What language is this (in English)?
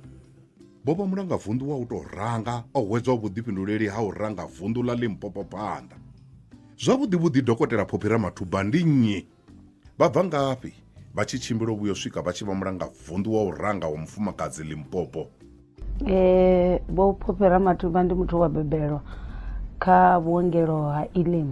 Venda